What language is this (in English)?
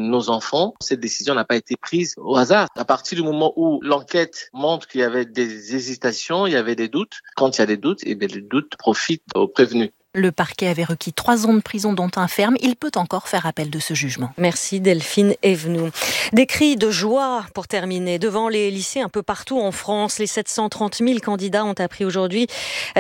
French